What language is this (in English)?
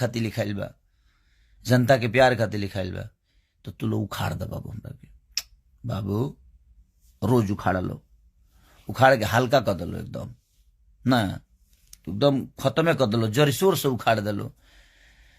Bhojpuri